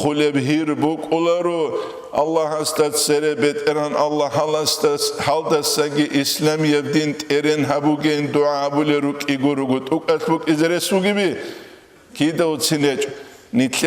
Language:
Avaric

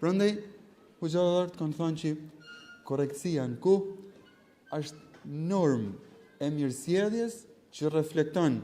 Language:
Albanian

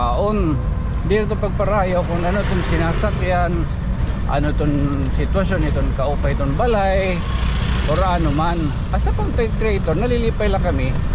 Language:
Waray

